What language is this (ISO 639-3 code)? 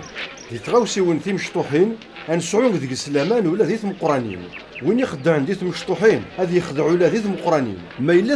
kab